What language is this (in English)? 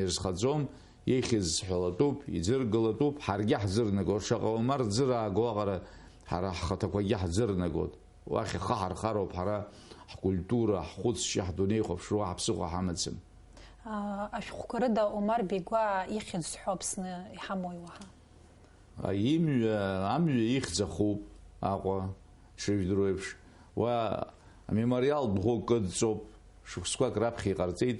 Abkhazian